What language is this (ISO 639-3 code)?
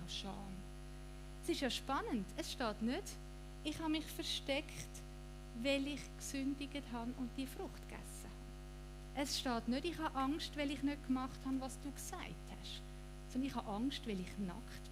gsw